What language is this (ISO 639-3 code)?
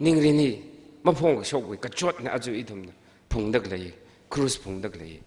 nmf